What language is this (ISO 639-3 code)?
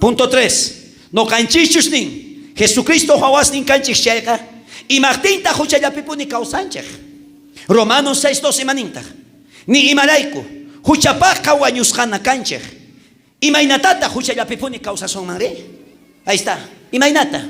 quh